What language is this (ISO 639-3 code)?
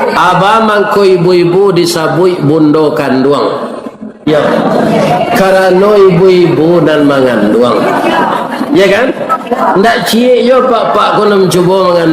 min